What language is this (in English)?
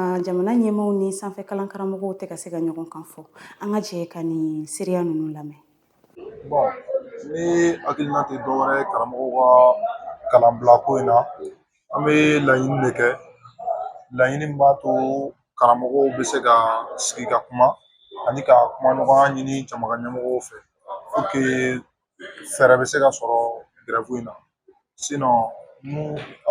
Bambara